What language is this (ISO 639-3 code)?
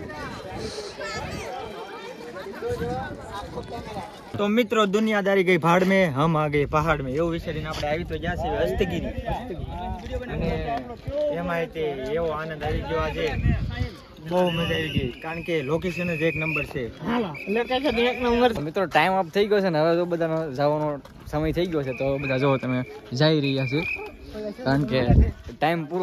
guj